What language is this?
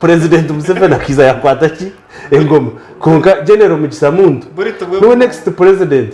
Nyankole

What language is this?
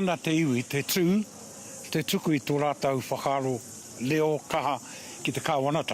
Māori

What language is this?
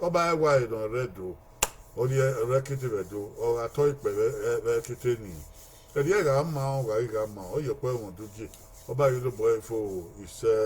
Bini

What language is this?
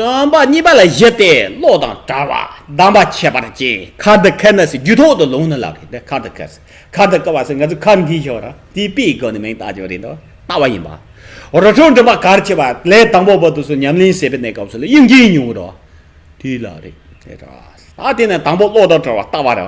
Tibetan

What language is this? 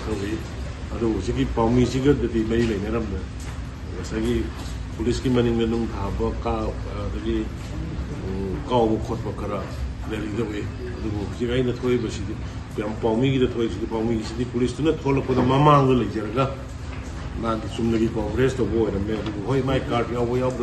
Manipuri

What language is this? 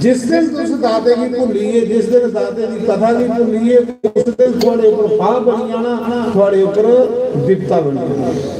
Dogri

